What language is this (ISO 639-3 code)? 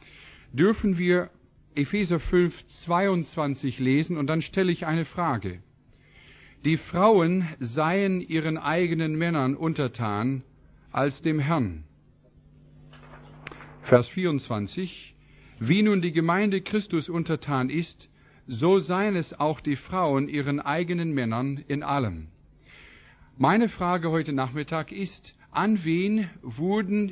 deu